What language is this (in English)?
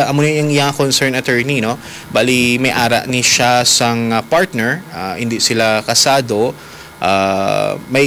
Hiligaynon